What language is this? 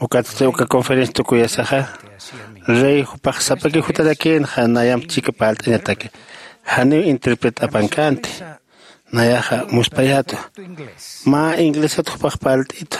Aymara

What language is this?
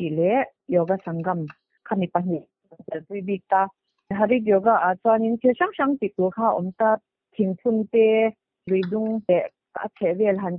Mizo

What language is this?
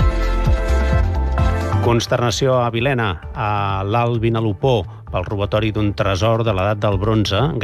Catalan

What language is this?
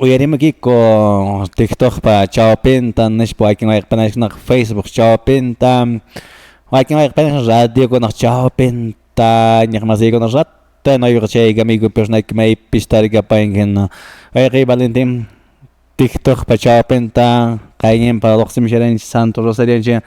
Quechua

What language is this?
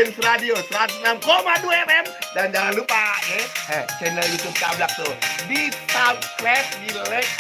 Betawi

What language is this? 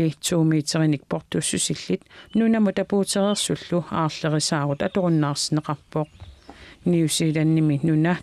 Kalaallisut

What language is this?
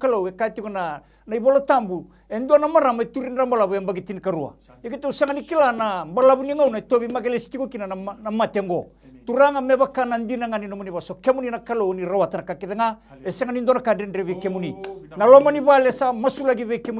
Fijian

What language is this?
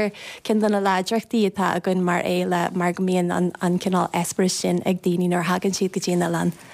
Irish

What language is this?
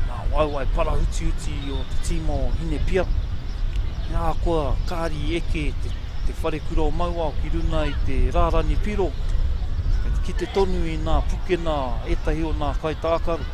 Māori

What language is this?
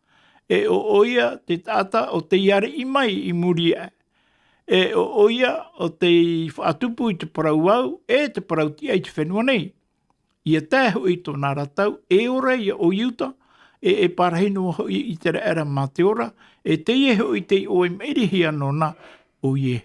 Tahitian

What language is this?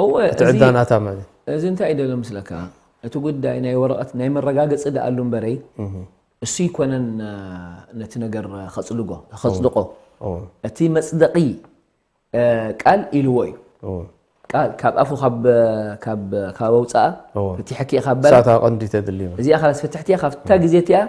Tigrinya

